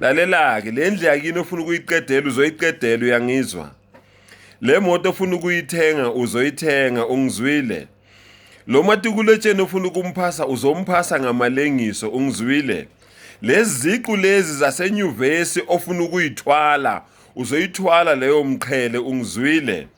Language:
Zulu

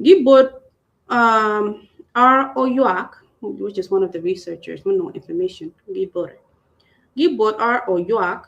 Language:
Acoli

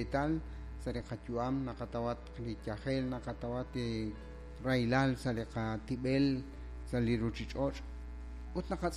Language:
Kekchí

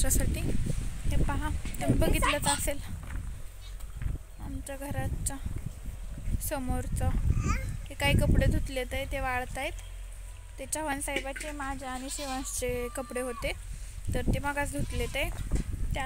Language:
Marathi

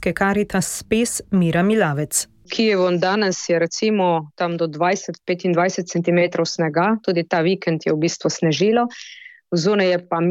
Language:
Slovenian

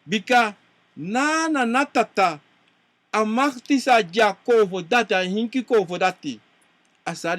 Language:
Sranan Tongo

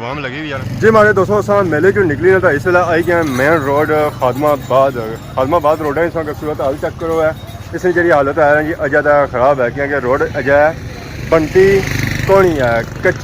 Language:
Pahari-Potwari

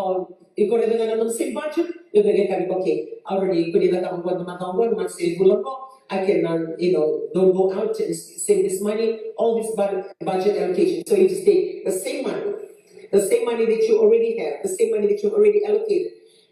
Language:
Fijian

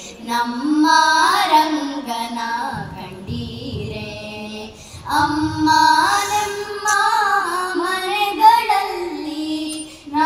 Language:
Kannada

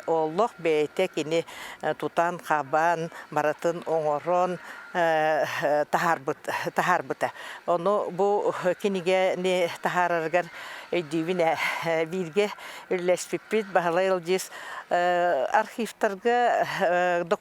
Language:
Yakut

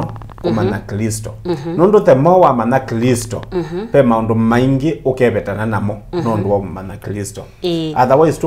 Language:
Kamba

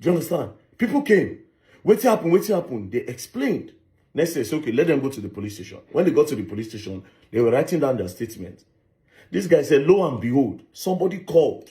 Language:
Nigerian Pidgin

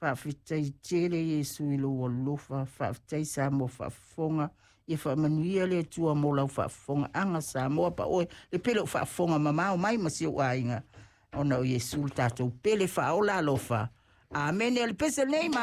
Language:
Samoan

